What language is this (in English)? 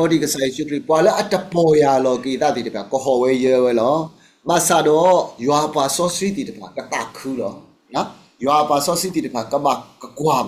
S'gaw Karen